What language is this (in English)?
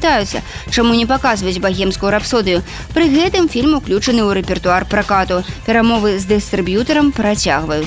Belarusian